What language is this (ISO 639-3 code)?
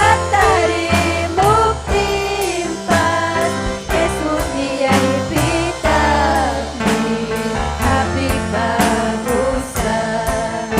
quy